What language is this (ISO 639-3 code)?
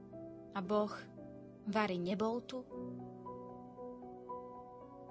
slk